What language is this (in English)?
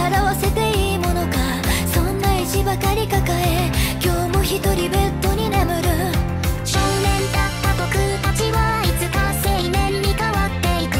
Japanese